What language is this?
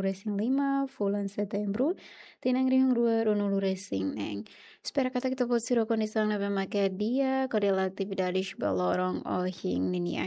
Tetum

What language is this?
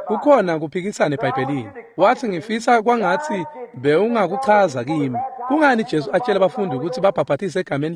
Swati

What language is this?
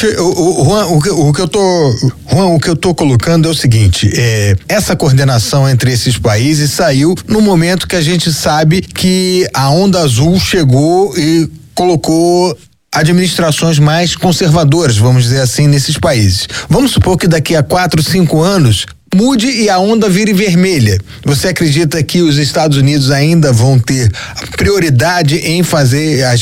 Portuguese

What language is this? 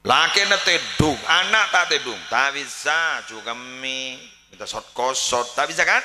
Madurese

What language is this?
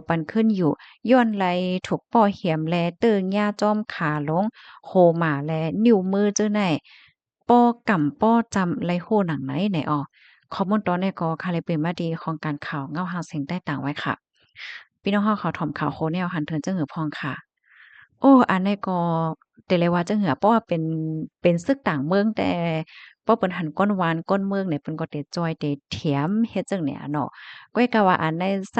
Shan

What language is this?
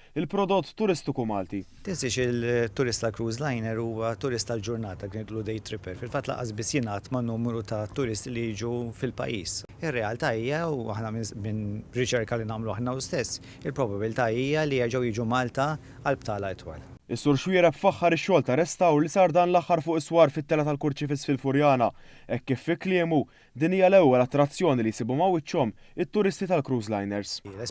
Maltese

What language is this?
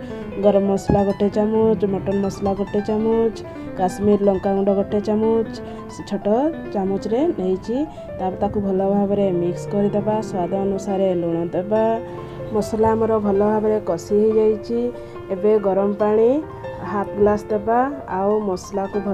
Odia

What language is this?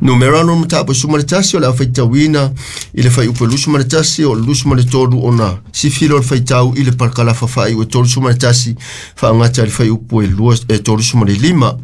Samoan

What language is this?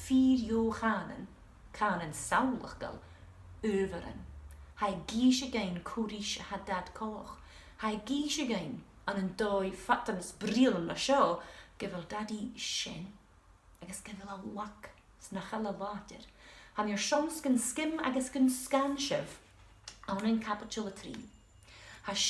Scottish Gaelic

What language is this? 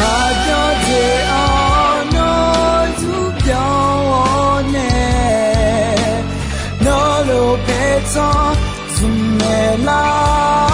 Akha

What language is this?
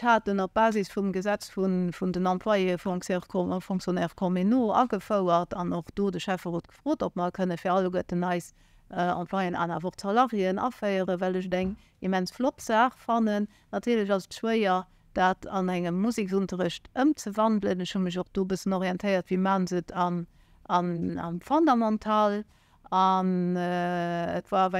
Luxembourgish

